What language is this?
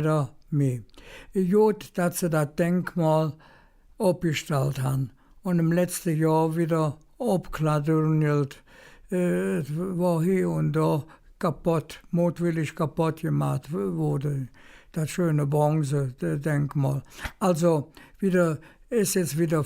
Colognian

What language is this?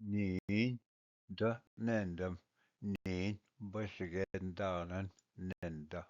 Ojibwa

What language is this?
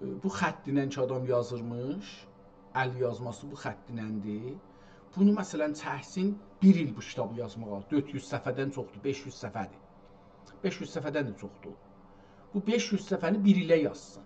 South Azerbaijani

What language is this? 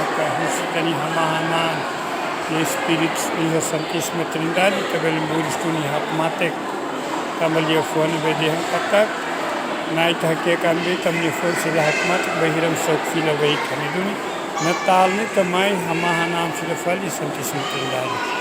Tetum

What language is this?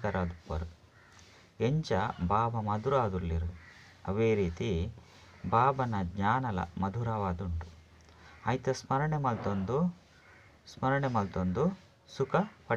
Tulu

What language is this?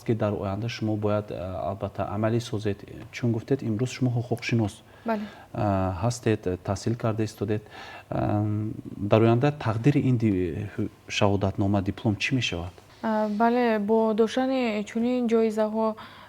Tajik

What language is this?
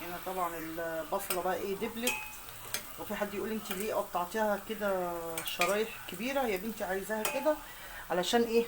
Egyptian Arabic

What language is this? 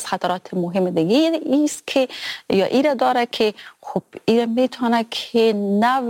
Persian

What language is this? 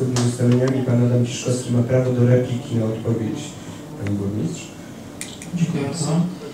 Polish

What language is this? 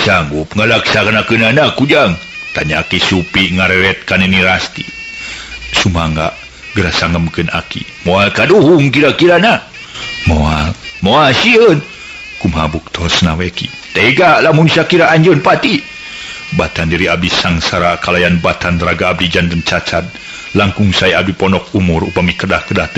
Sundanese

